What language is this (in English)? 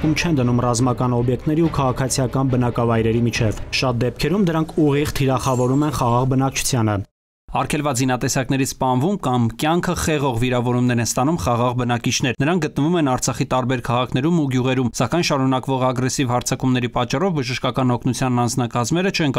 Armenian